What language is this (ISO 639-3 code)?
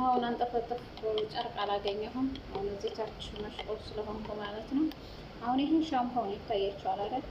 amh